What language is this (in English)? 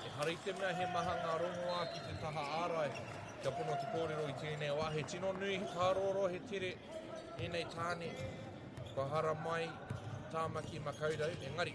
Māori